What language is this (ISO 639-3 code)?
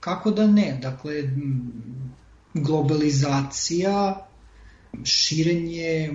srp